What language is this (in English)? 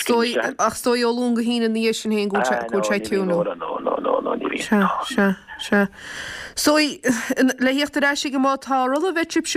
Irish